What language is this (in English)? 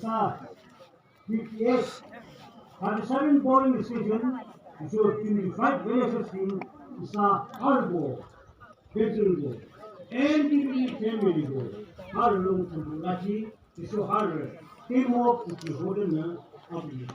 Yimchungru Naga